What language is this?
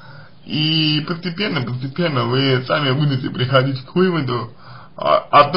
Russian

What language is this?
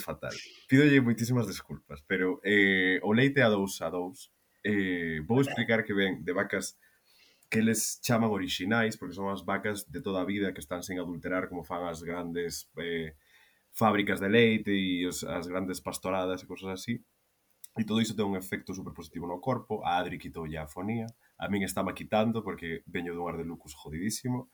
Galician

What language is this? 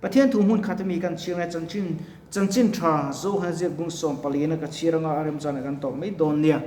Mizo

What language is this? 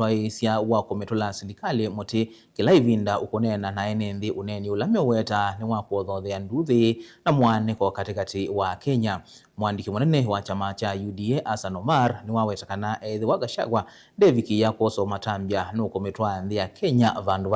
Kamba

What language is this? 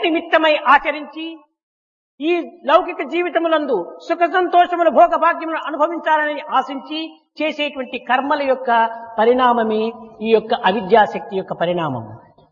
Telugu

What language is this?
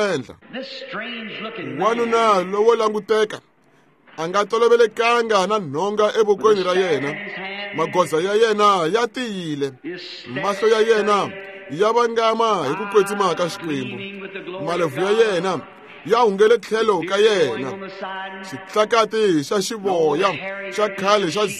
Tsonga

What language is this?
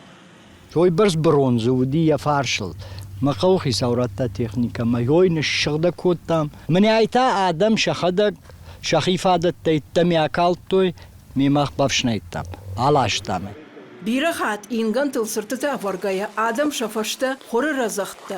Ossetic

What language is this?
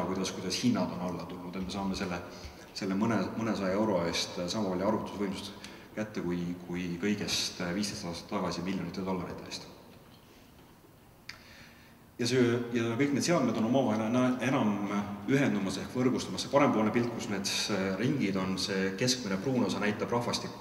Estonian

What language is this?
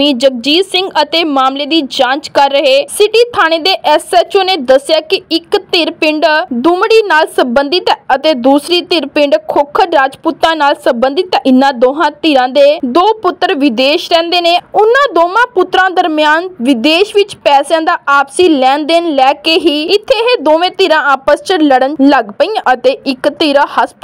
Punjabi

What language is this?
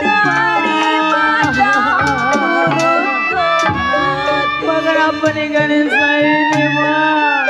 Betawi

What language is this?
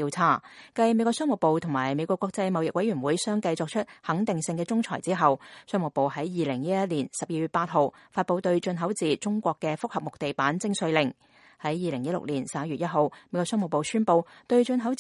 Cantonese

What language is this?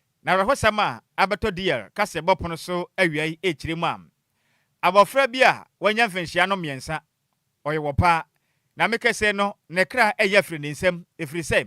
Akan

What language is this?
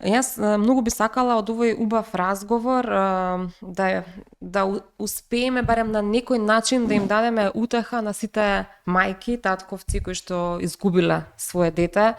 Macedonian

